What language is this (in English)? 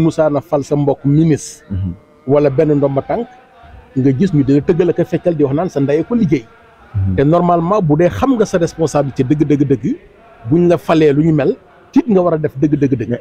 Wolof